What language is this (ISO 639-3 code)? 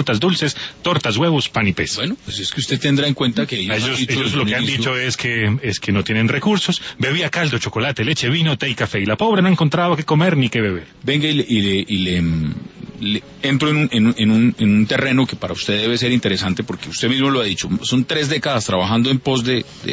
spa